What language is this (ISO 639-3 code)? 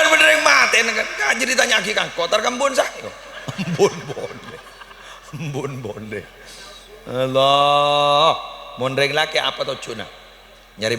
mad